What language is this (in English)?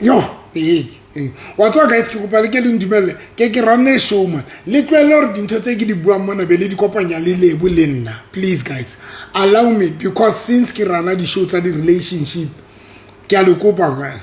Southern Sotho